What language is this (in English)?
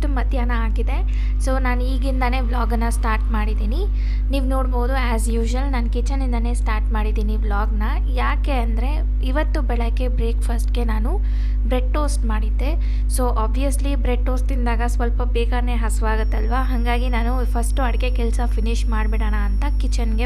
Kannada